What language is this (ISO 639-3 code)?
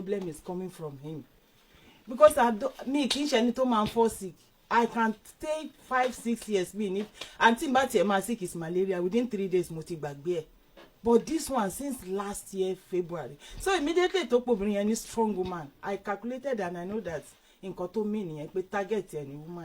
yor